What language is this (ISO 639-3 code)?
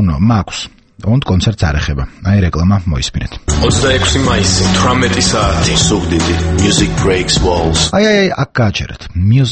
kat